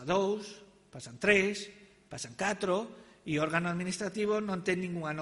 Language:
Galician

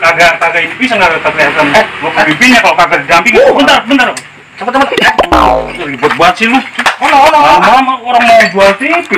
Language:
Betawi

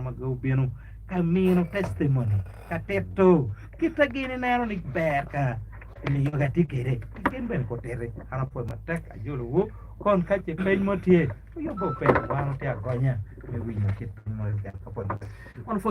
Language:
Acoli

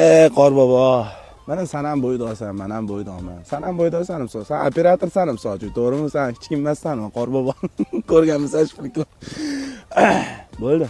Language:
Uzbek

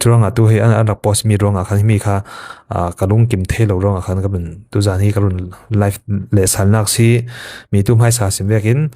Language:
Falam Chin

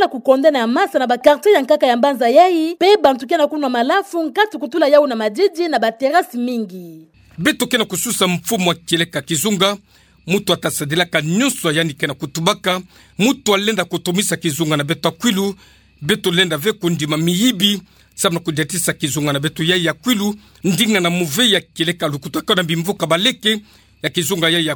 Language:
Kituba (Democratic Republic of Congo)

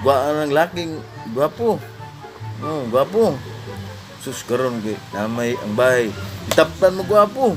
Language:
Cebuano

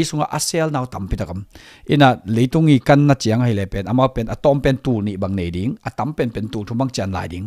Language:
Tedim Chin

